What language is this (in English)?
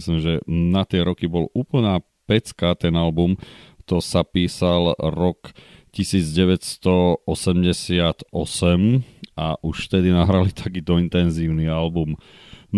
Slovak